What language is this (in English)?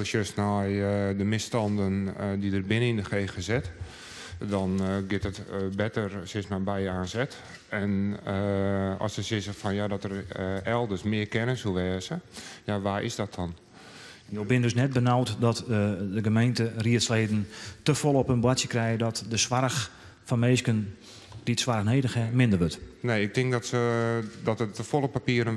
Western Frisian